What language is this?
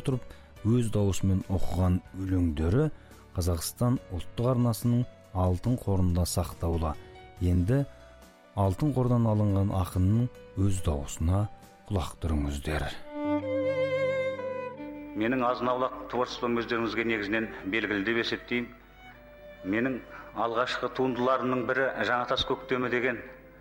Kazakh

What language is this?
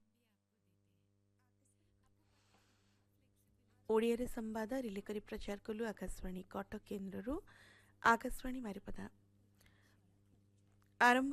Odia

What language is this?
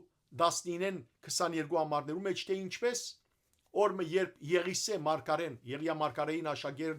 Western Armenian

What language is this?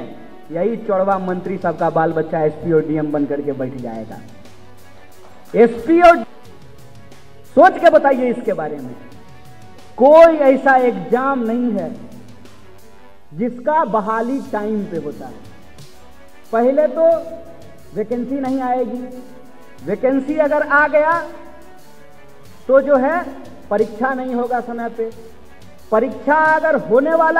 Hindi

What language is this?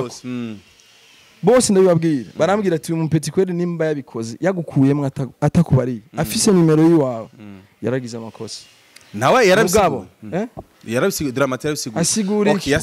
Rundi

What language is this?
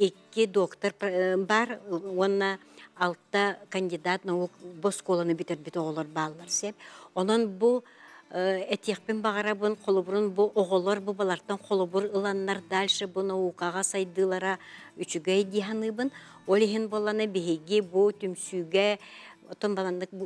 Yakut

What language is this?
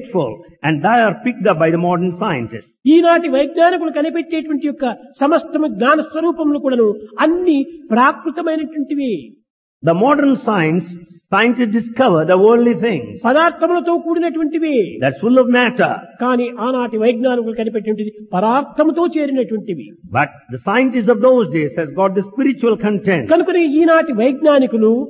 Telugu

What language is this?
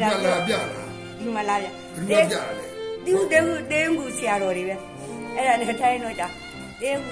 Burmese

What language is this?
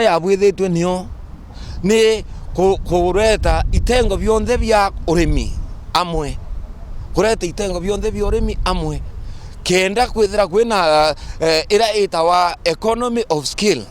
Meru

